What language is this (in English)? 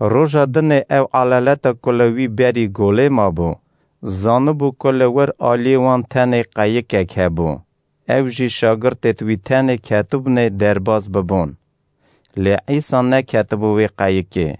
Kurdish